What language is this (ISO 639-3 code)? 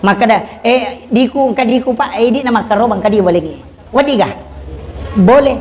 bug